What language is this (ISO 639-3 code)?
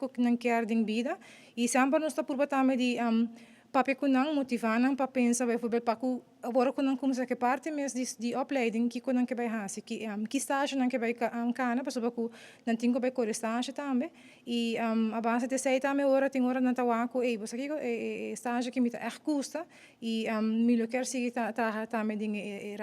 pap